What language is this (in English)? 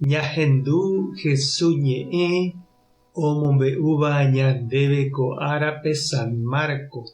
Guarani